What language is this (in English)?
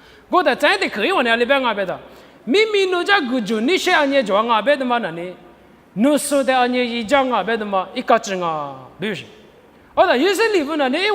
Lisu